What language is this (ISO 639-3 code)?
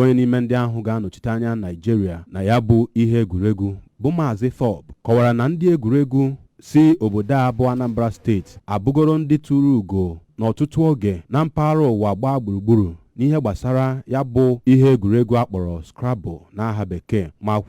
ibo